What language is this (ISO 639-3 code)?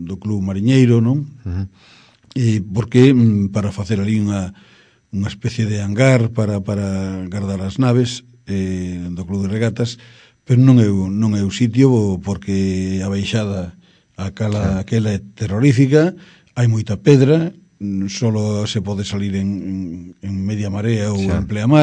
glg